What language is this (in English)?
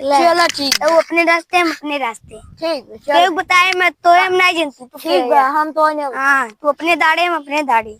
Awadhi